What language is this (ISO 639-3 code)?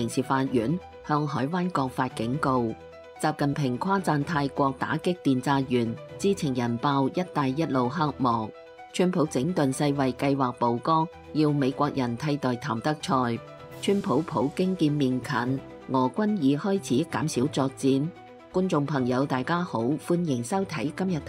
yue